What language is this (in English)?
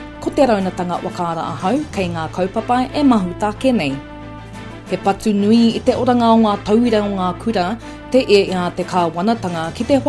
Māori